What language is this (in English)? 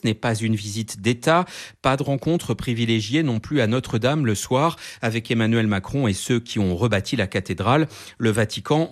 French